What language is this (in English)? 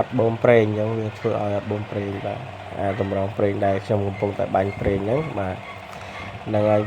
Khmer